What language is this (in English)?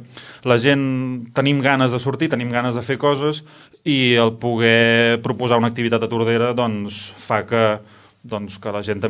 Catalan